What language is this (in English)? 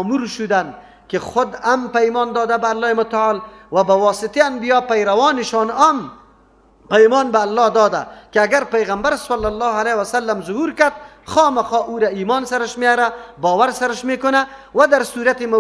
Persian